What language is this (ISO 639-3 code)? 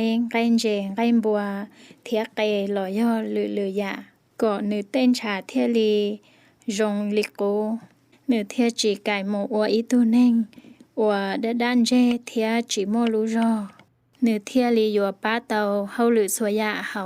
hmn